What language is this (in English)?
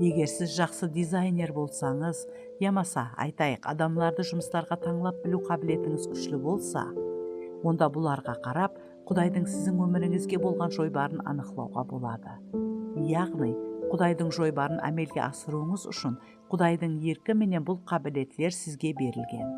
Kara-Kalpak